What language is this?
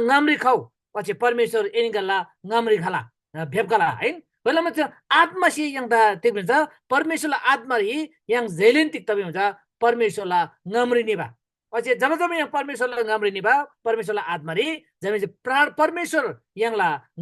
Eastern Tamang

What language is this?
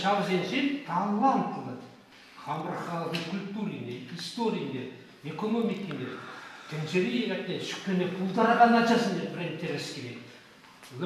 Chuvash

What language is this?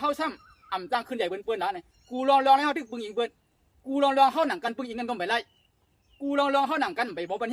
Shan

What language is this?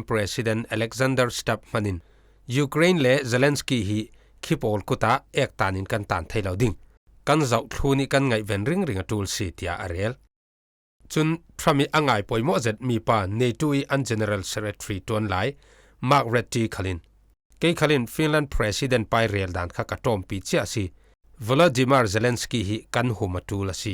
Falam Chin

